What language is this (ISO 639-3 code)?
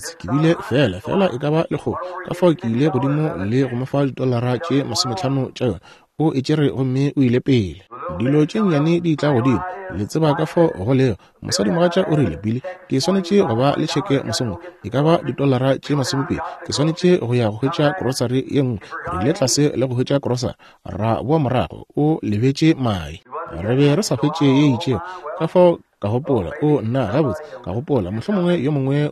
nso